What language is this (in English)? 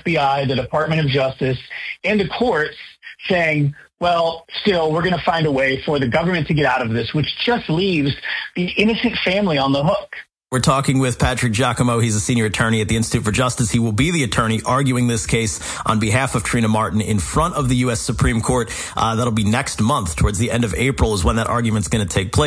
English